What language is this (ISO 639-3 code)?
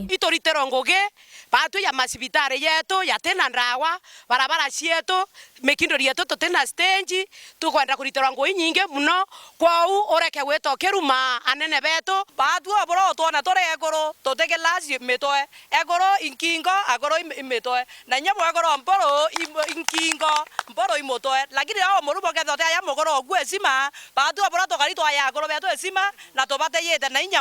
mer